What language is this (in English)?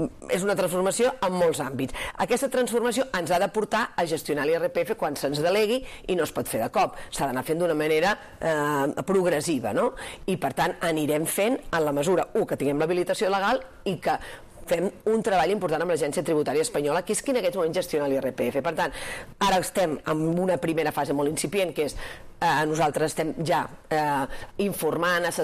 Catalan